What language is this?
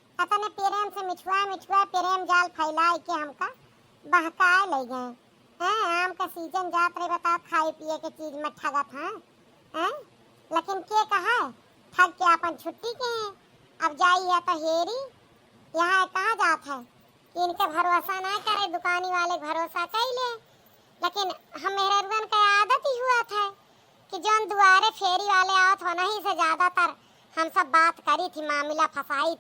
Awadhi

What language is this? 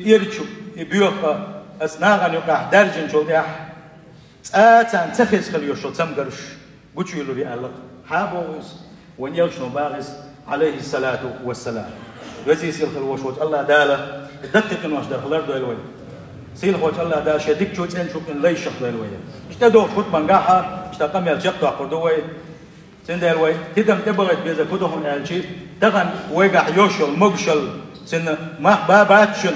Chechen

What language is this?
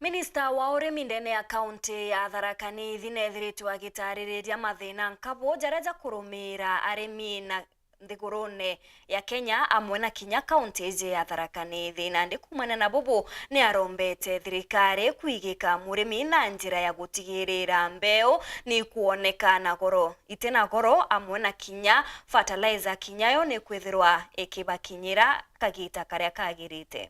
Meru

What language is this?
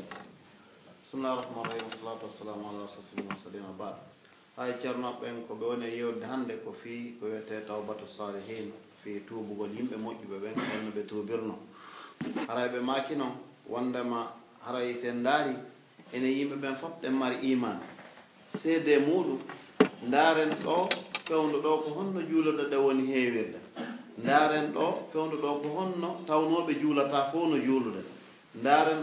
Pular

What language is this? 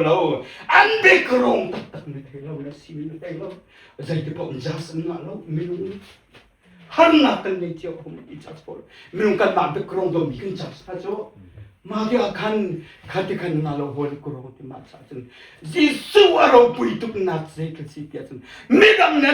Hakha Chin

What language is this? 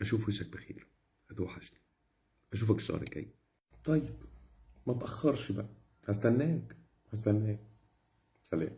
Egyptian Arabic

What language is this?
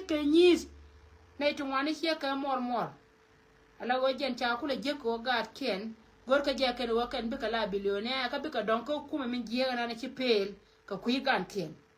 Nuer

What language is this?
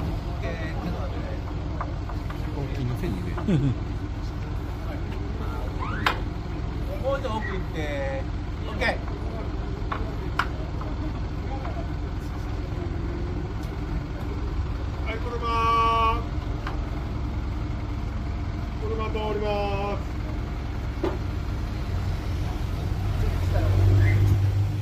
Japanese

